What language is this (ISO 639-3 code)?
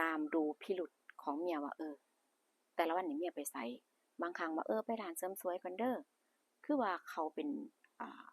tts